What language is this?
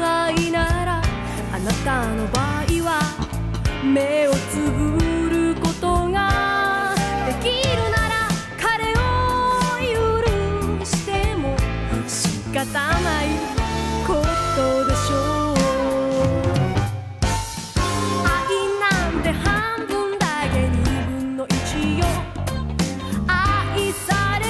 Japanese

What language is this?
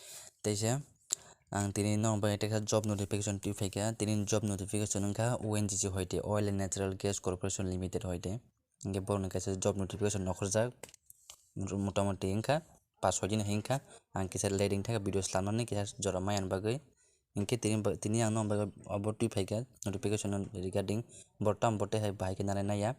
Kok Borok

